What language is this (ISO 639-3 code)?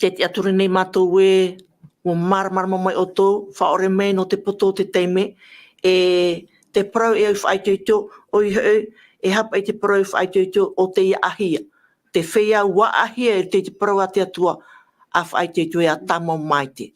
tah